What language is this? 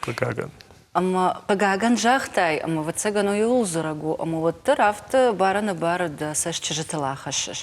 Ossetic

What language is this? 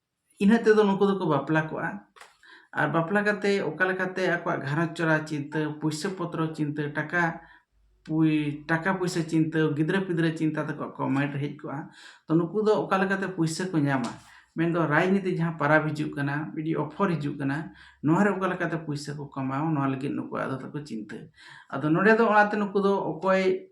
Santali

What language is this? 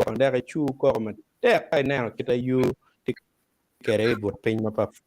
Acoli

